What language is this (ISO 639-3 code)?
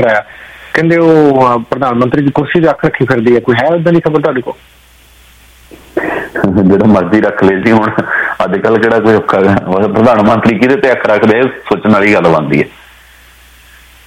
pan